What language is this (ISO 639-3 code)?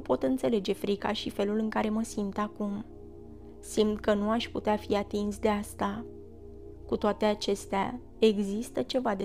ron